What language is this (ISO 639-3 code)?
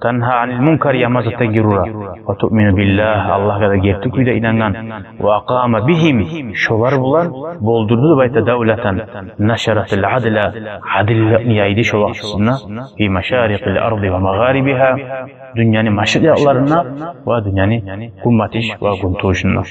kum